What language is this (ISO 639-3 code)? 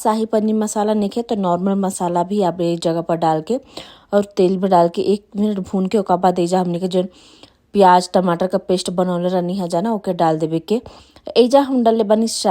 bho